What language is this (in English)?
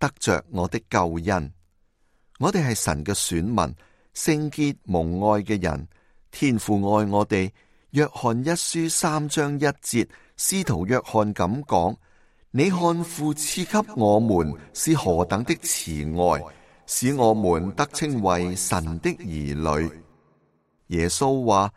Cantonese